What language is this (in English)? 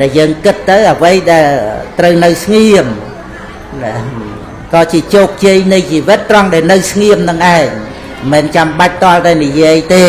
Khmer